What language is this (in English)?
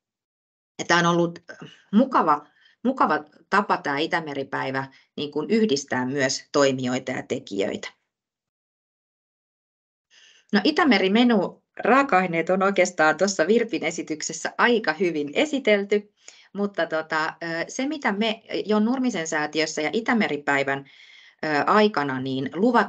Finnish